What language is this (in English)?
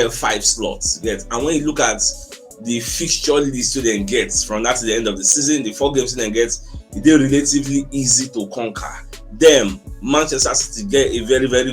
Nigerian Pidgin